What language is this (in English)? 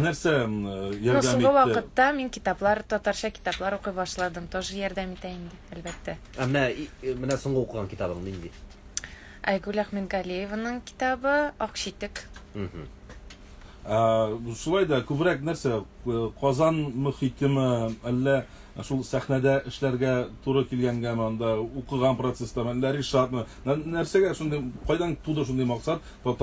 Tatar